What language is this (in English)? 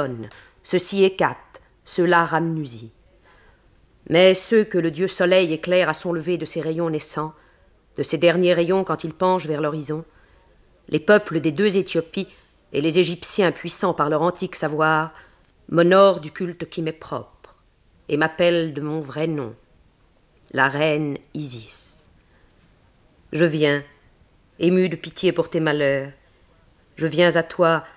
French